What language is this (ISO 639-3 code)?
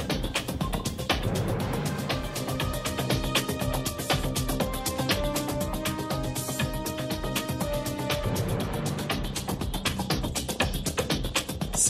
por